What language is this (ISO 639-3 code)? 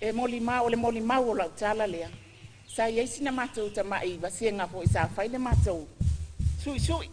smo